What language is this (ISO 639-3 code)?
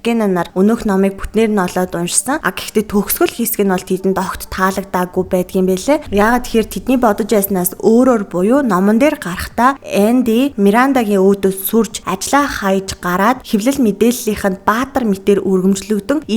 mon